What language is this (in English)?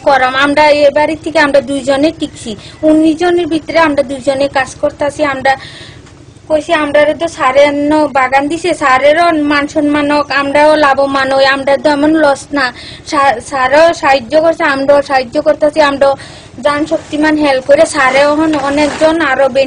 Bangla